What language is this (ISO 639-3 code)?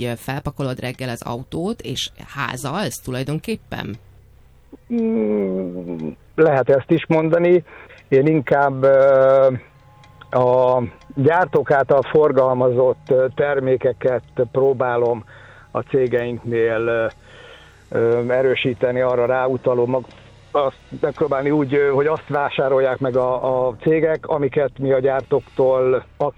hun